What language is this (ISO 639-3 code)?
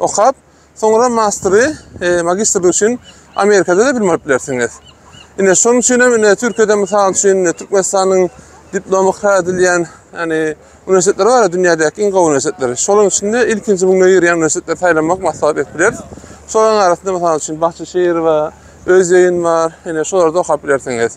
tuk